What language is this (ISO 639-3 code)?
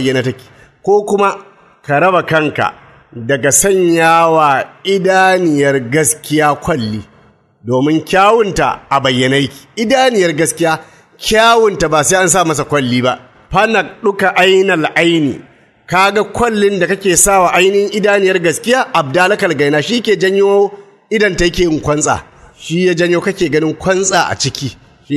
hau